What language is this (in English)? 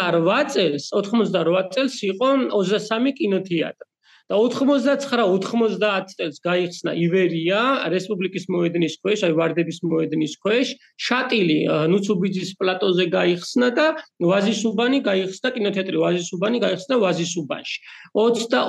Georgian